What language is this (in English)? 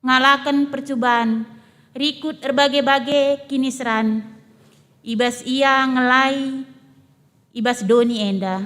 Batak Karo